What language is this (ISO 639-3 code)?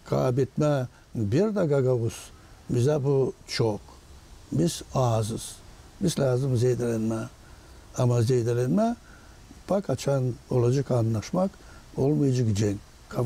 gag